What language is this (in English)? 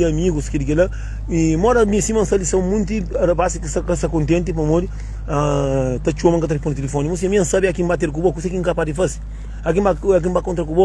Kabuverdianu